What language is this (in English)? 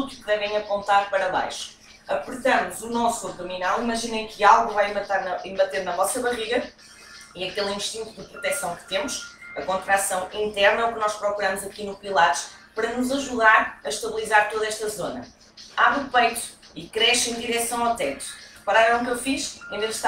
Portuguese